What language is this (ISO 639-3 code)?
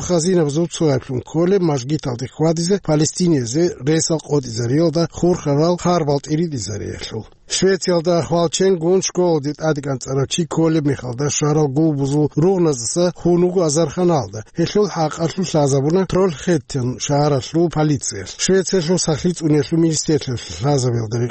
ava